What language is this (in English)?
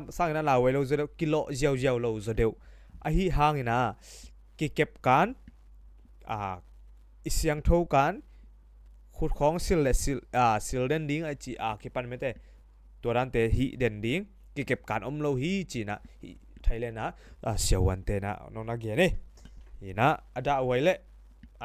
Tedim Chin